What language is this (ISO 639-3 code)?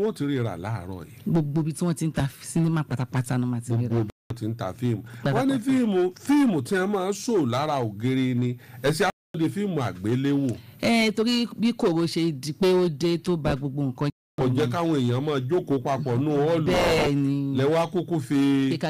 yor